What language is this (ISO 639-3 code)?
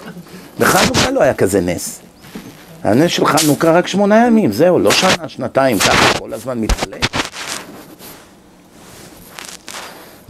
heb